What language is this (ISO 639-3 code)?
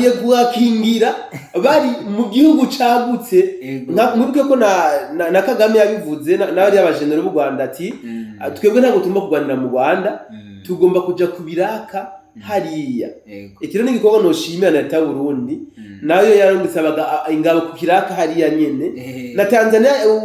run